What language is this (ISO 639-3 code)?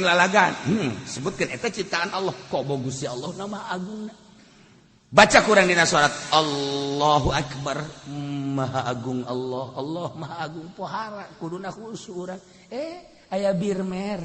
sun